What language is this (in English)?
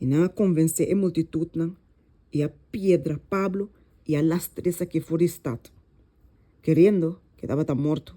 Papiamento